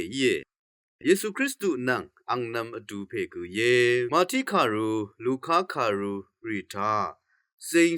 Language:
Rawang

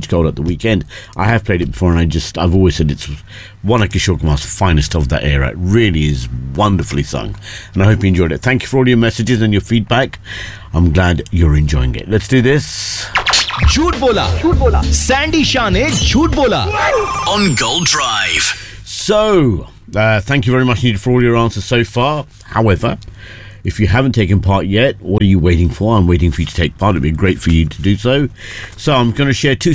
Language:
English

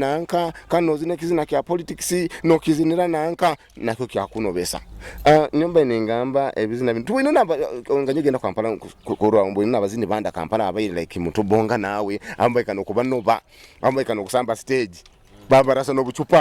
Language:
Nyoro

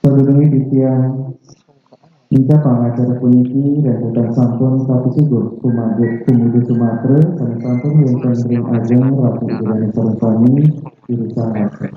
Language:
Balinese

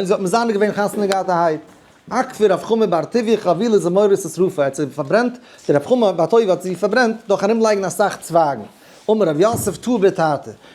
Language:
Yiddish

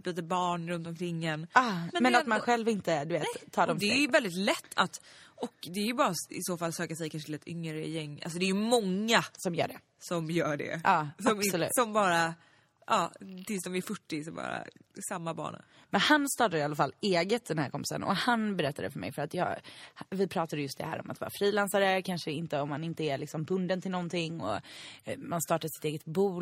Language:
Swedish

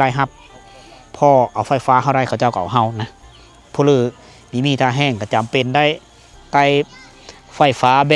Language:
Lao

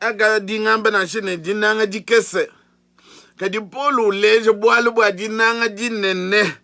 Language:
Luba-Lulua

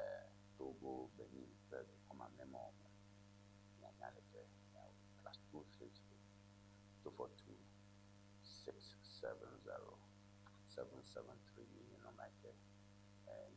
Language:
Ewe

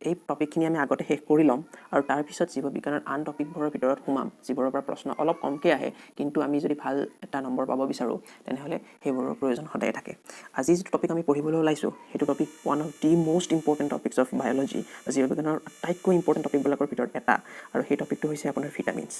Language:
Assamese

